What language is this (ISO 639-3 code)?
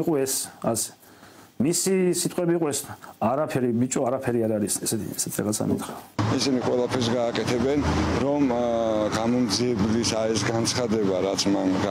kat